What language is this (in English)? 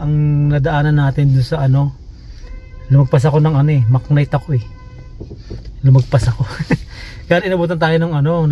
Filipino